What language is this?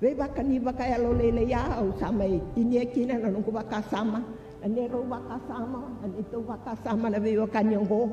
Fijian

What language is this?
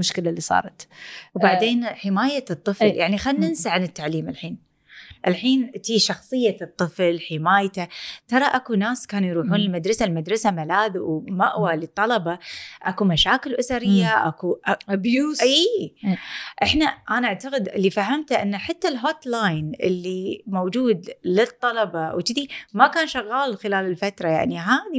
Gulf Arabic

